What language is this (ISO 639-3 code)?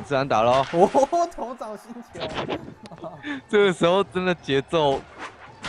zho